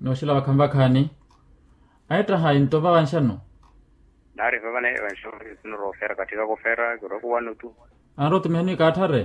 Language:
Makhuwa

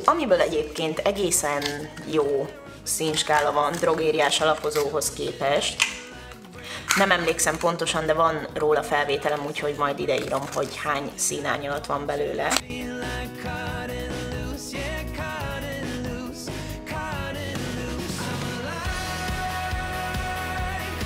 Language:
Hungarian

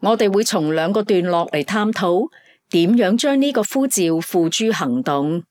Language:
Cantonese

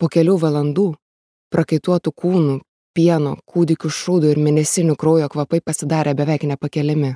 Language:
Lithuanian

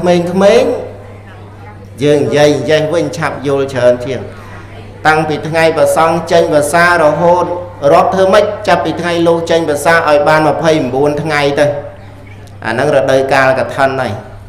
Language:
Khmer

